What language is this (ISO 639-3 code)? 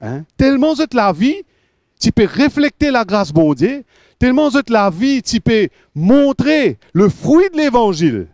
mfe